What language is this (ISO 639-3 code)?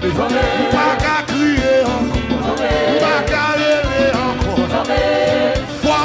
hat